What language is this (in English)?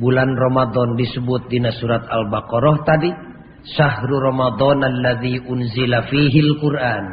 Sundanese